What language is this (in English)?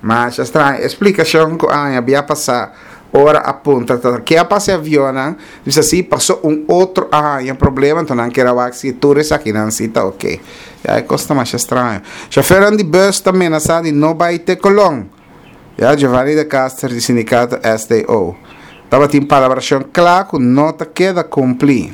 Papiamento